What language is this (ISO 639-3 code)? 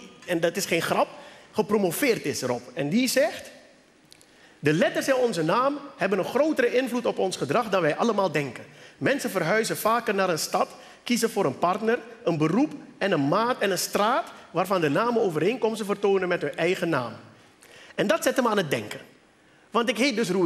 nld